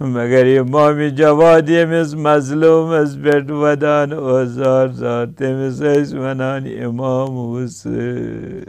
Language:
Kashmiri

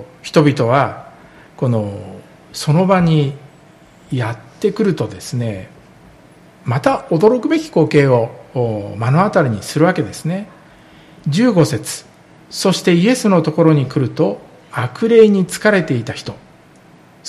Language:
Japanese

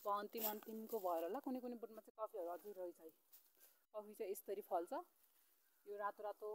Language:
Nepali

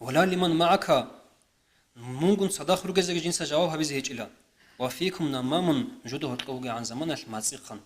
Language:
Avaric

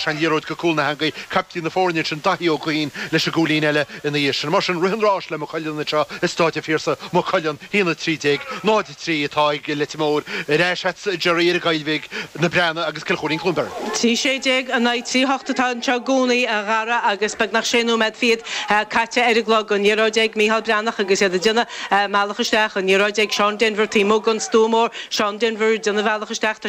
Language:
Irish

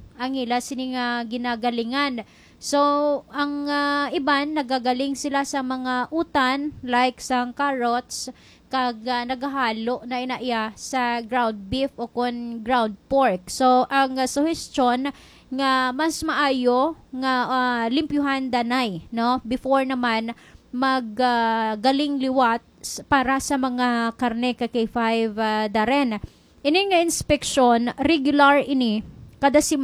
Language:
Hiligaynon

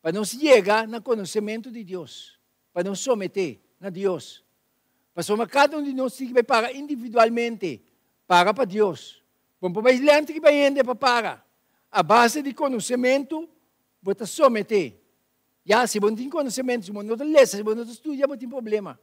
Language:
Papiamento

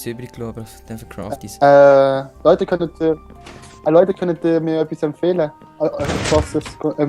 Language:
Swiss German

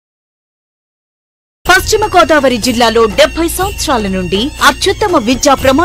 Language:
Telugu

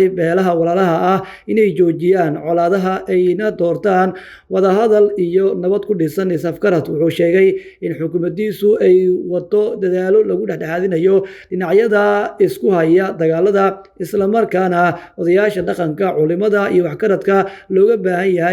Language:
Somali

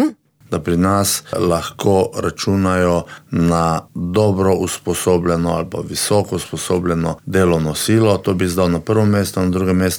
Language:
Slovenian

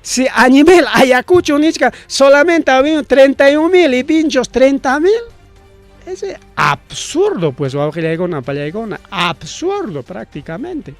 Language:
Ayacucho Quechua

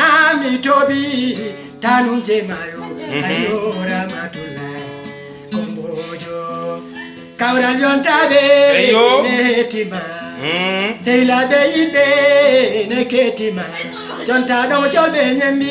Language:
Fula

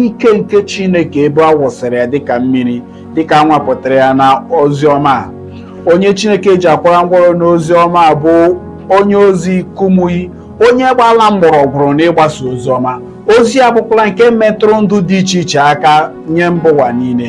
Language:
Igbo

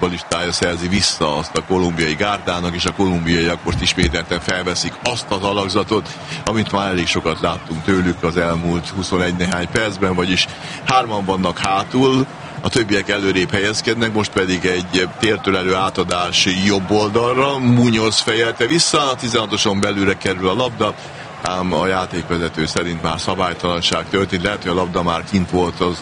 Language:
Hungarian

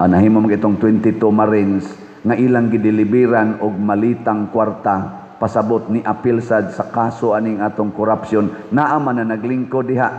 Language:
Cebuano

